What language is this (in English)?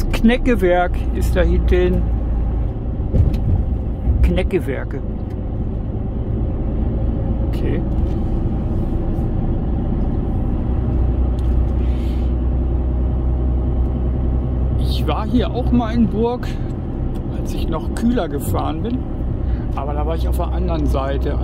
German